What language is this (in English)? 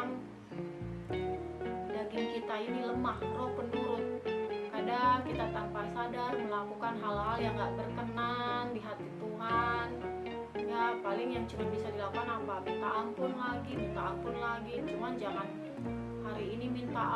Indonesian